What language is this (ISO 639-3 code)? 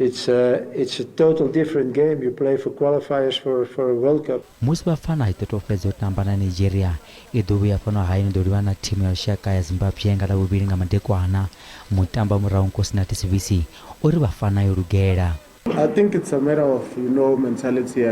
ven